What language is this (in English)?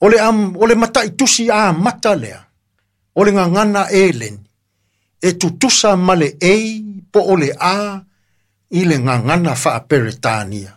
Samoan